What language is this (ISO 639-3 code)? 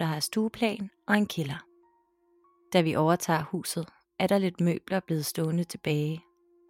dan